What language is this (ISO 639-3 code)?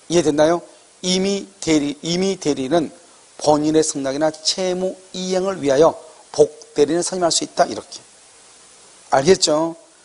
kor